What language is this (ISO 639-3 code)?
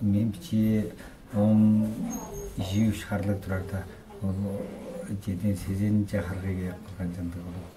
tyv